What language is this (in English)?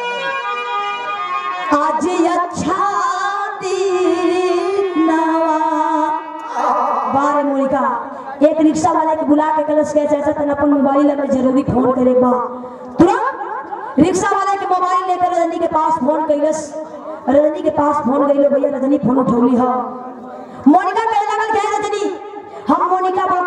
Bhojpuri